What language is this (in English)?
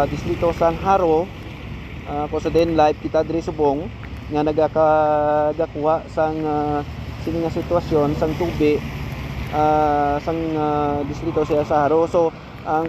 Hiligaynon